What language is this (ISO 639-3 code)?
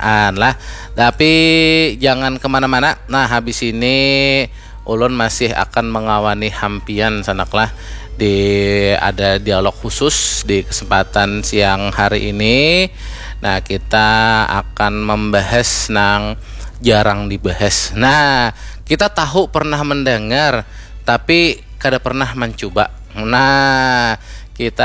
bjn